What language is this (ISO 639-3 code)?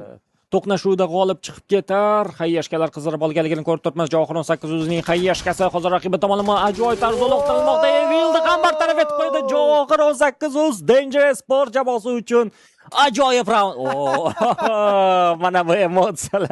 uzb